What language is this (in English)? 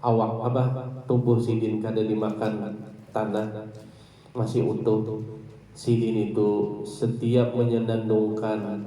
Banjar